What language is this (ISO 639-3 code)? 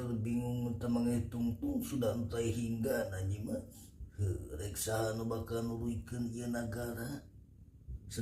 sun